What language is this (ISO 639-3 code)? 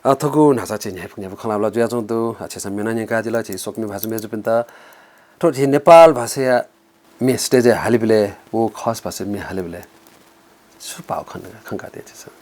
new